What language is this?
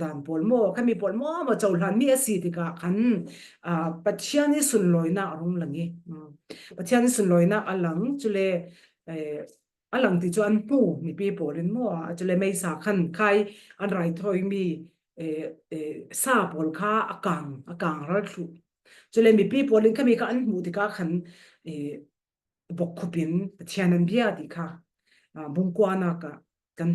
Falam Chin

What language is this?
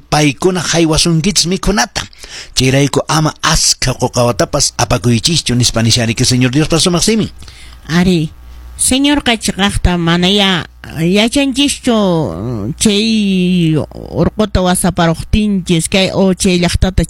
Quechua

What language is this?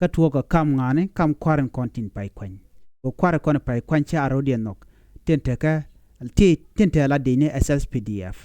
Nuer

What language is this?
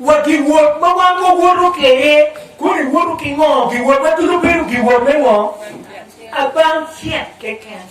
Acoli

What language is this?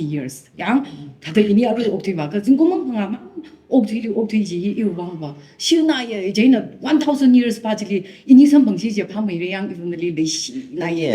Tangkhul Naga (India)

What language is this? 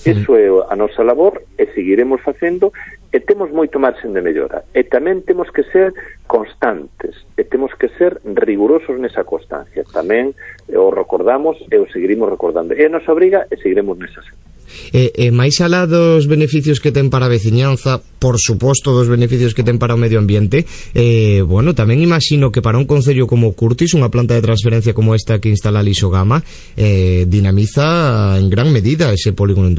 Galician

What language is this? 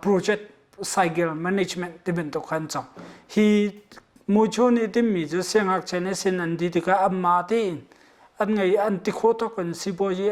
Hakha Chin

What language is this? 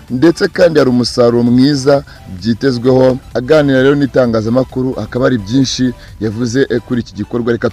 Kinyarwanda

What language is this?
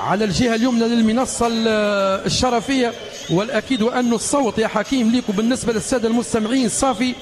Tunisian Arabic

